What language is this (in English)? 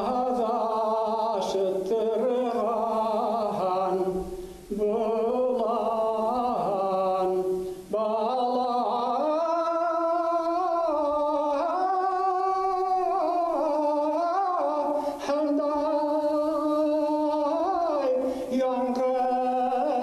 Bashkir